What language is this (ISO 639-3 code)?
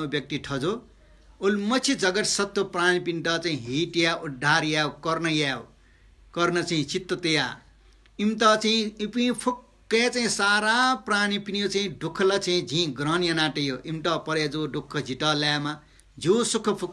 new